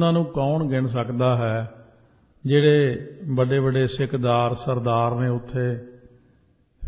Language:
Punjabi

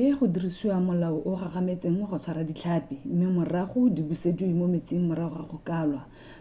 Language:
Tswana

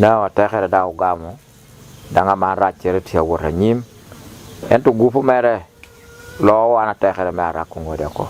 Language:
Acoli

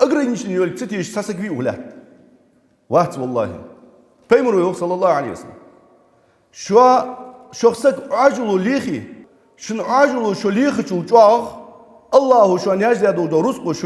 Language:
Ingush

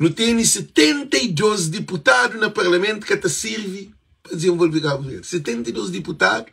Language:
Kabuverdianu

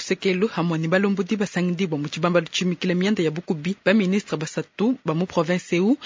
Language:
Luba-Lulua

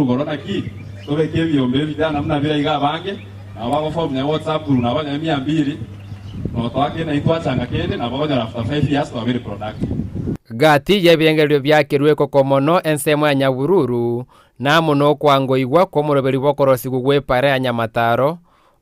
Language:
Gusii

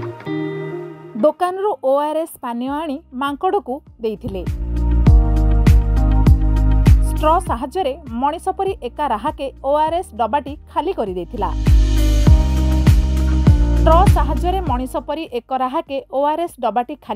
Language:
Odia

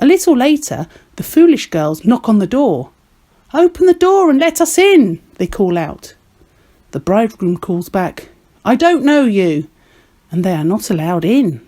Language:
English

